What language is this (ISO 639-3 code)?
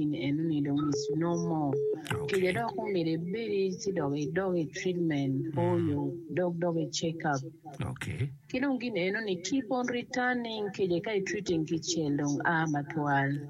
ach